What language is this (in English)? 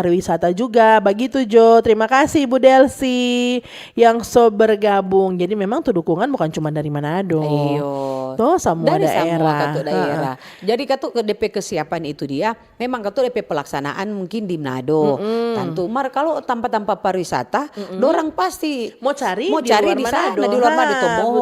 Manado Malay